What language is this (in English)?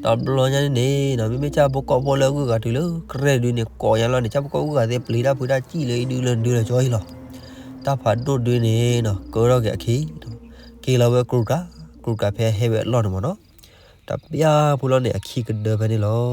S'gaw Karen